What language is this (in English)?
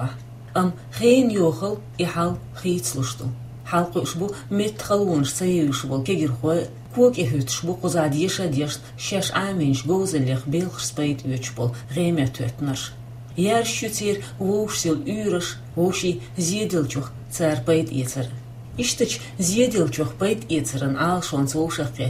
Chechen